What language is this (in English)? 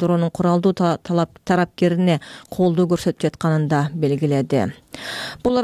Kyrgyz